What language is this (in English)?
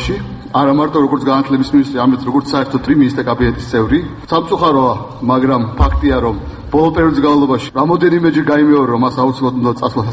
Georgian